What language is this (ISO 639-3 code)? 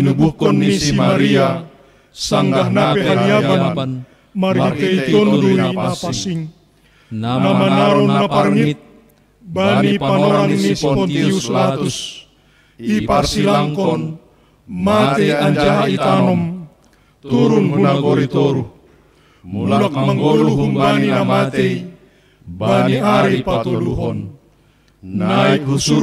bts